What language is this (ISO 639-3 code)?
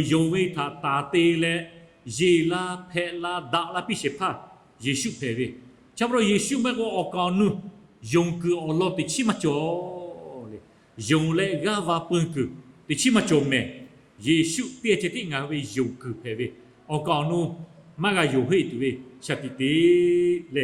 lhu